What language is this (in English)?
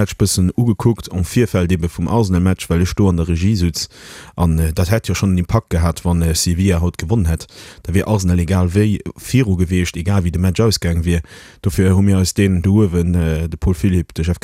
Luxembourgish